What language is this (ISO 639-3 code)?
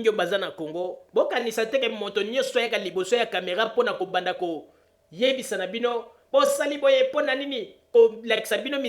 lin